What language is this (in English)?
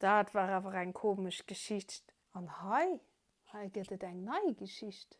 Luxembourgish